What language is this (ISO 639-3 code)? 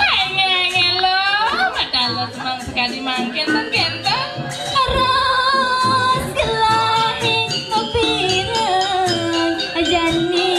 ban